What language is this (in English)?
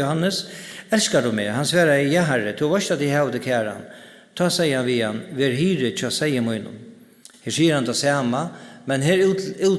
Faroese